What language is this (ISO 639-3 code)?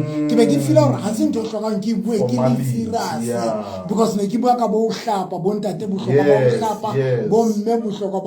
sot